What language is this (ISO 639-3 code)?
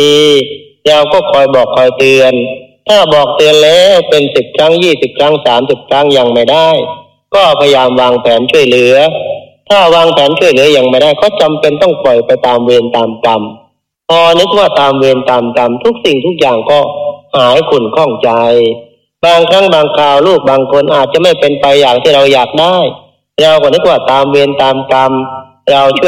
tha